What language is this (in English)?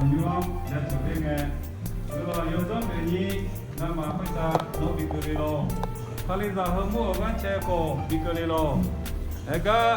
Akha